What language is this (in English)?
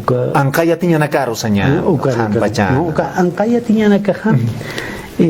Aymara